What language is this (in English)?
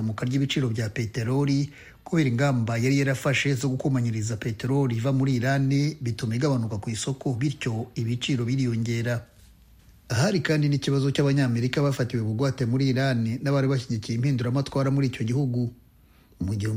Kinyarwanda